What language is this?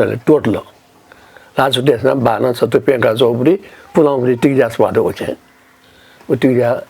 Newari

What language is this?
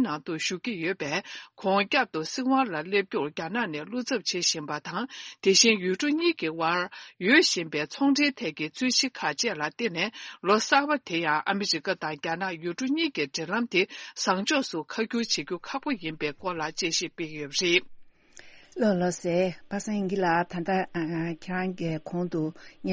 Tibetan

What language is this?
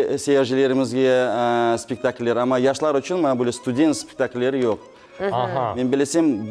Crimean Tatar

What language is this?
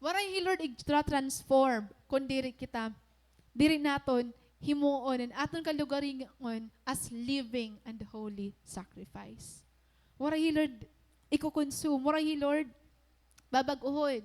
Waray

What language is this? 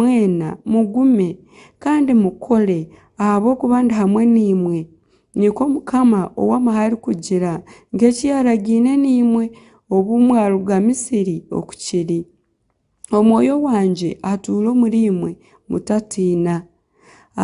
Nyankole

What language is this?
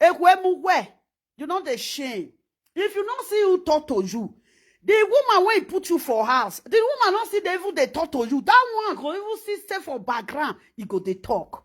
Nigerian Pidgin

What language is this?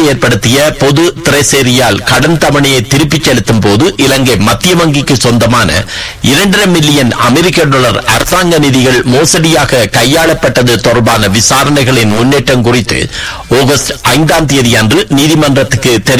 Tamil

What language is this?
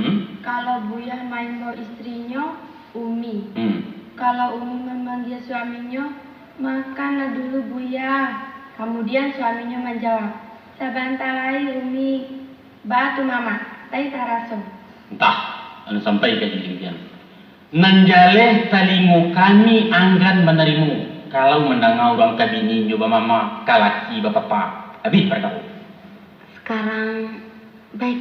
Minangkabau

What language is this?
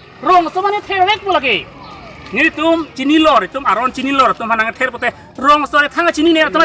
Karbi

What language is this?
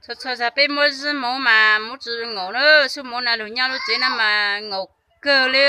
Hmong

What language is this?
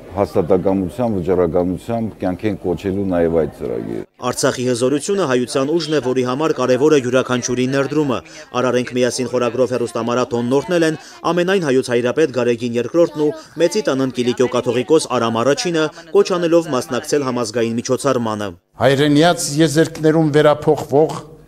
Armenian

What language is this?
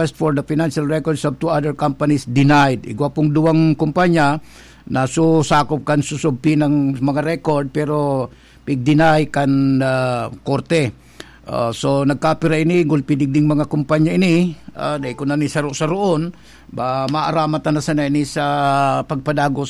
Bikol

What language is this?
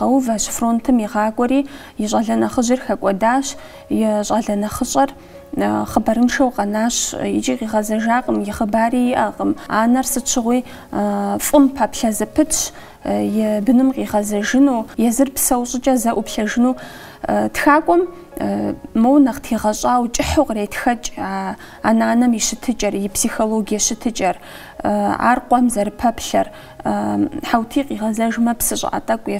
Kabardian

